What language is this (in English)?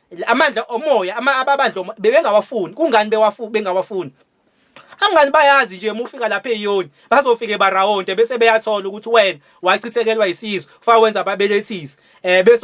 Zulu